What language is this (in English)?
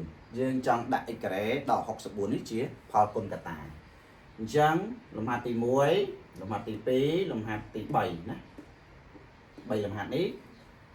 Khmer